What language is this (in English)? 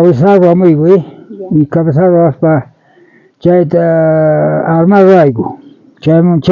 South Bolivian Quechua